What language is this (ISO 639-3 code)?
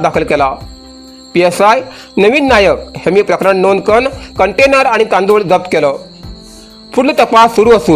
kok